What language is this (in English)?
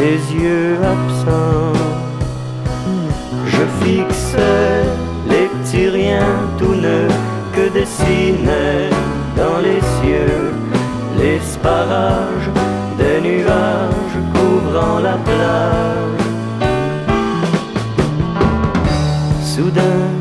French